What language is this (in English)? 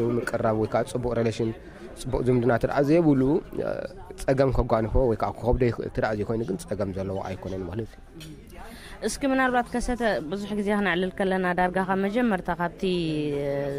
Tigrinya